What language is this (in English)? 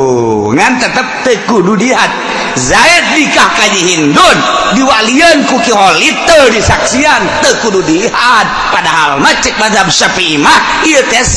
Sundanese